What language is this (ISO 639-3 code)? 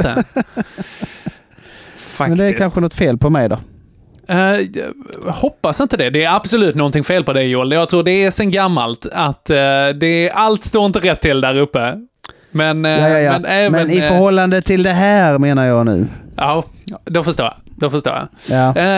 swe